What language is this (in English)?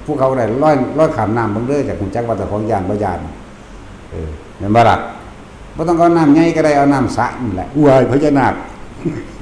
Northeastern Thai